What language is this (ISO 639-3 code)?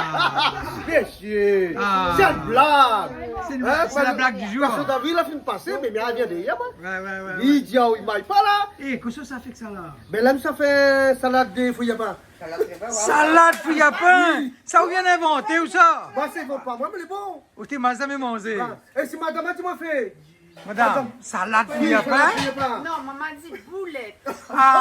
rcf